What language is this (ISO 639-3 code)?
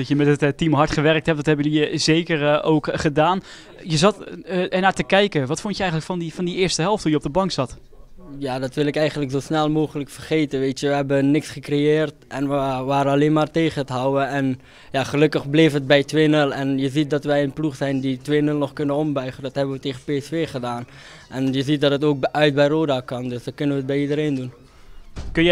nld